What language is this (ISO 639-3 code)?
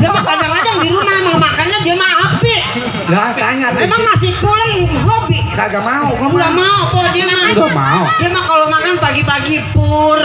bew